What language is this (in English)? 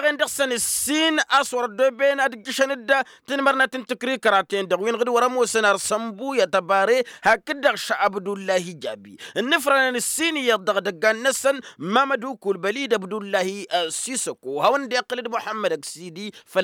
Tamasheq